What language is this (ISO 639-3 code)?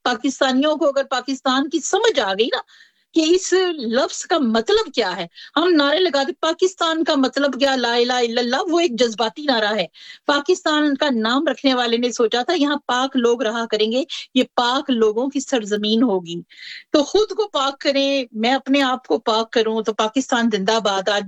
urd